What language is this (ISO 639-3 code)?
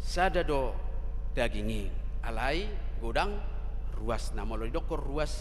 bbc